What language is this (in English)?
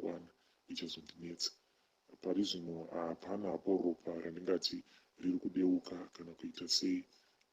Shona